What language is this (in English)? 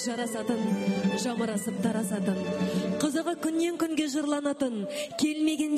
Kazakh